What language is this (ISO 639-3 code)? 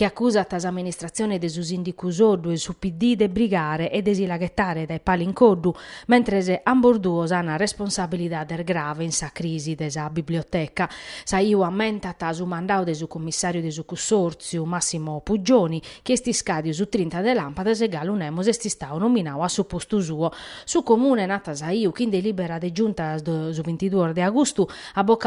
srd